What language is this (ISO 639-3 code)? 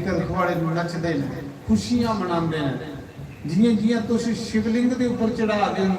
doi